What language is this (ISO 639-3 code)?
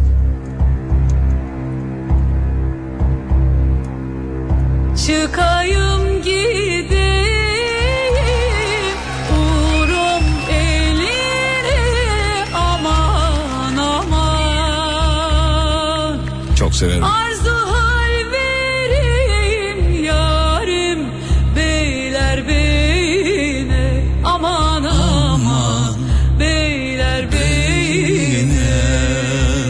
tur